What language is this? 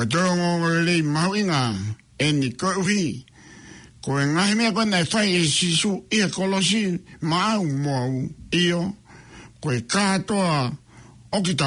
Tongan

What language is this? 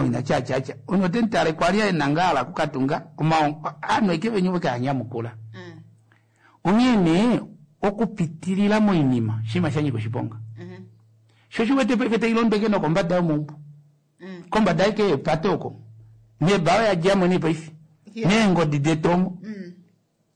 Kuanyama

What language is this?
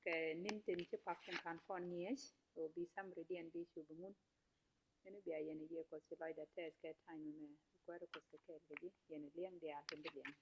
Nuer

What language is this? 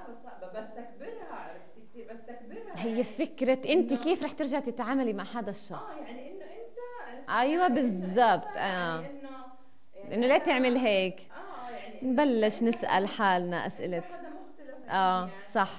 North Levantine Arabic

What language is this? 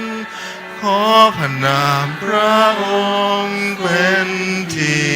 Akha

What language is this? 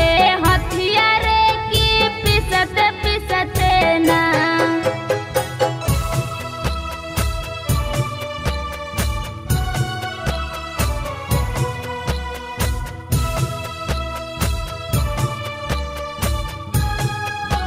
Bhojpuri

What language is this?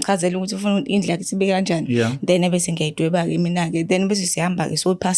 Zulu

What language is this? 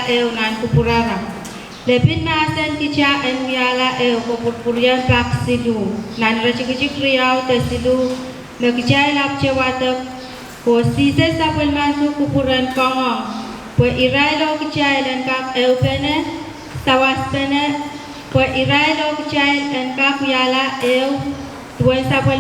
Pohnpeian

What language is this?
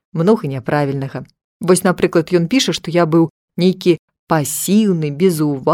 Belarusian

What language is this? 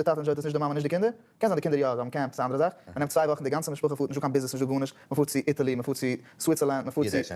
Yiddish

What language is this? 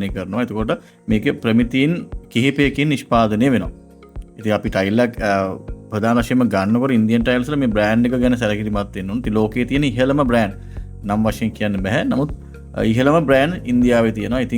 Sinhala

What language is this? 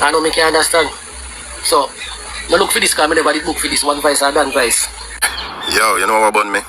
Jamaican Creole English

